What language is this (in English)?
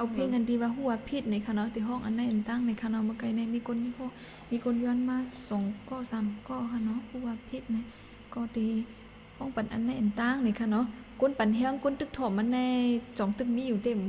Shan